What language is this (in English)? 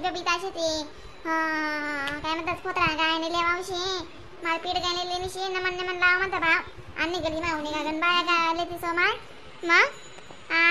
Khandesi